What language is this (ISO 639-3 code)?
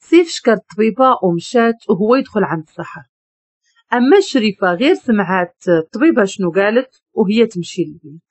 ary